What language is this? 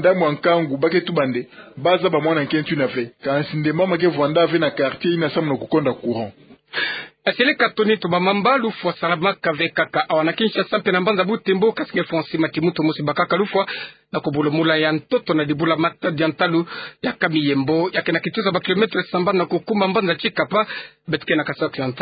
Kituba (Democratic Republic of Congo)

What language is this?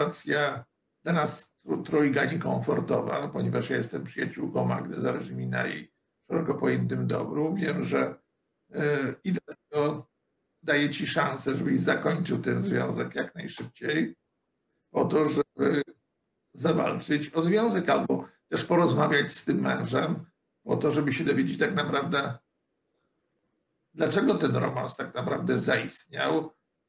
Polish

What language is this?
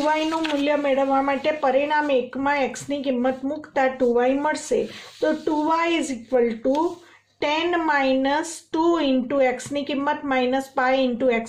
Gujarati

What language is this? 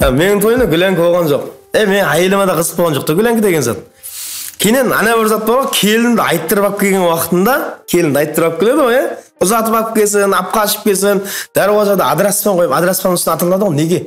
Kara-Kalpak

